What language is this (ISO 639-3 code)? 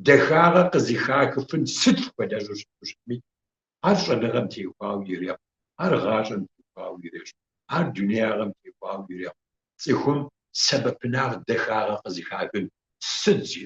kbd